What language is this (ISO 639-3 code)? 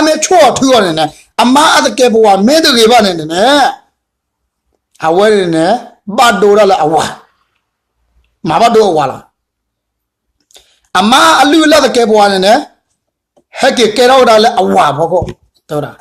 ksw